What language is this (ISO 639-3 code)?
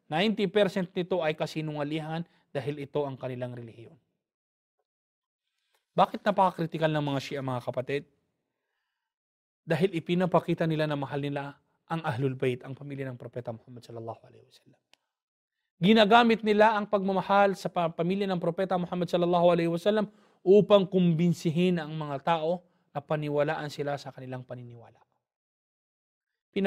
fil